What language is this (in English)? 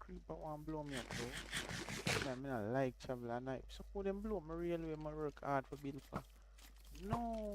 Jamaican Creole English